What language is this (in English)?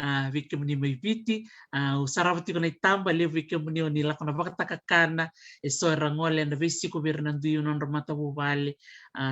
Fijian